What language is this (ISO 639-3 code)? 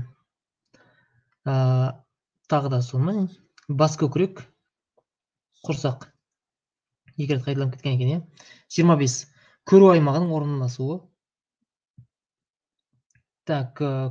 kaz